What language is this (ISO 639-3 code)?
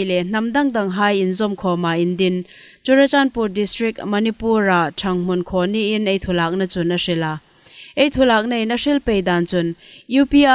hmr